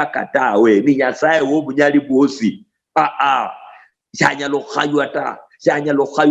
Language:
Luyia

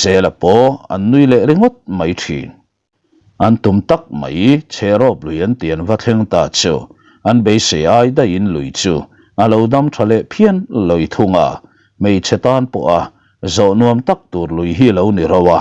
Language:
Mizo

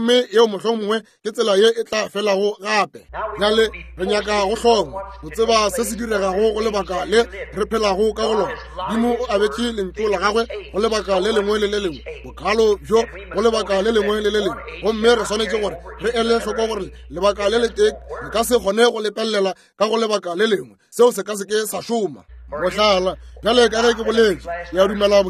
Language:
Northern Sotho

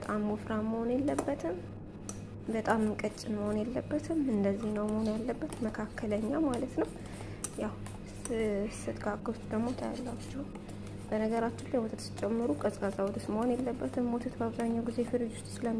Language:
Amharic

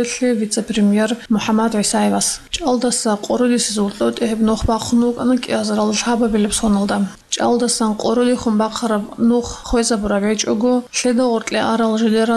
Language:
Avaric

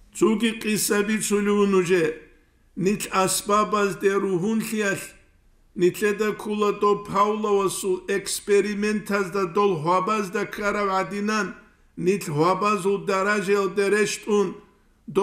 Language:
Avaric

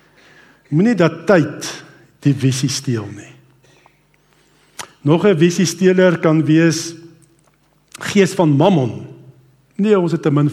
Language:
Afrikaans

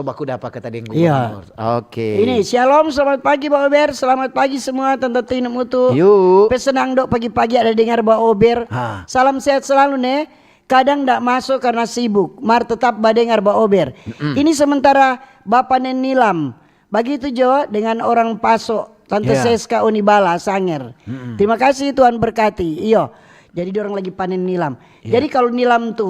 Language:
Manado Malay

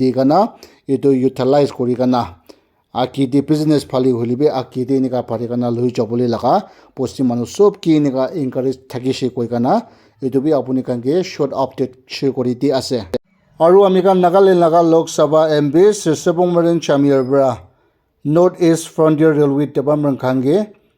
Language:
Naga Pidgin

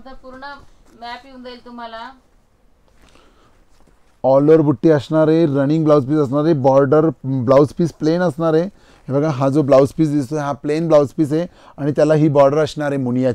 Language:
Marathi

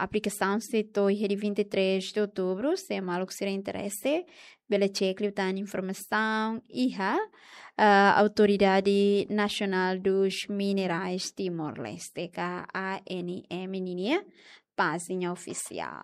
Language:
Tetum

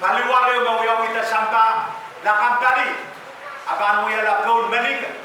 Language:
Pohnpeian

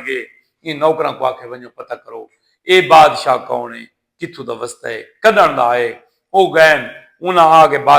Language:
Saraiki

